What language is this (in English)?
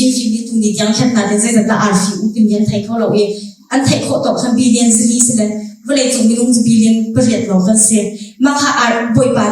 Hakha Chin